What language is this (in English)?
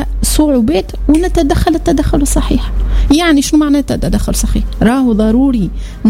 Tunisian Arabic